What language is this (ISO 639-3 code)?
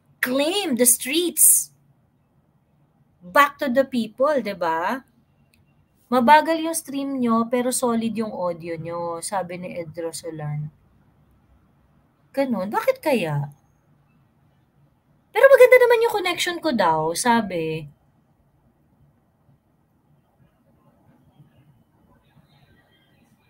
fil